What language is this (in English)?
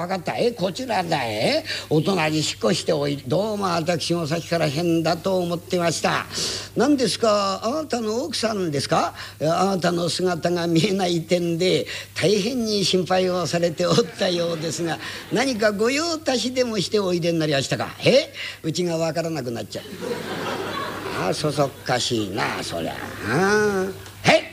Japanese